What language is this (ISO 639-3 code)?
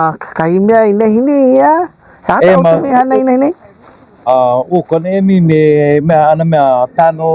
haw